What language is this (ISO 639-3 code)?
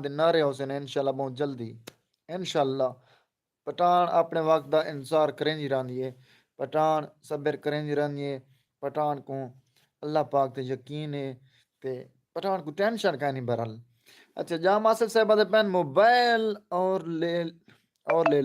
skr